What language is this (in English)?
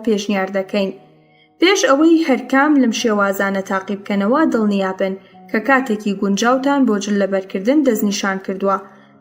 Central Kurdish